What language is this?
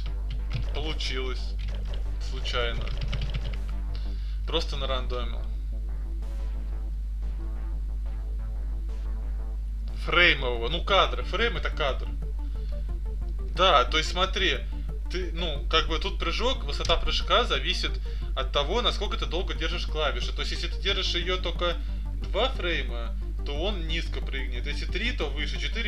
Russian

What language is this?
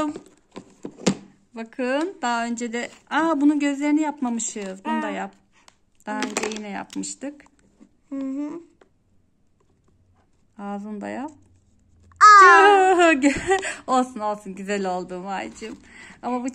Turkish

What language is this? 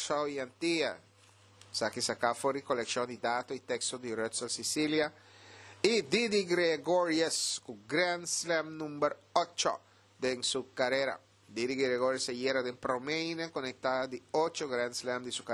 Papiamento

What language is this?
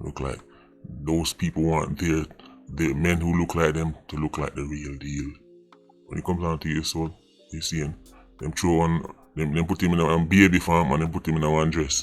Jamaican Creole English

